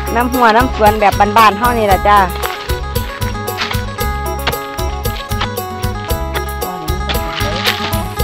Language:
Thai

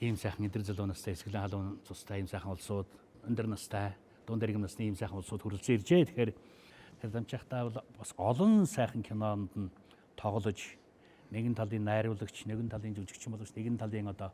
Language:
Mongolian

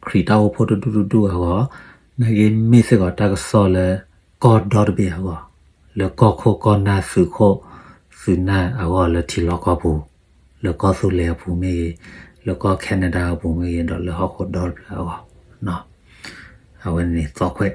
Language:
S'gaw Karen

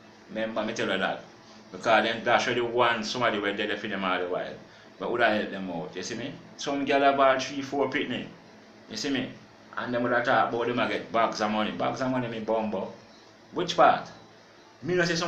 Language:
Jamaican Creole English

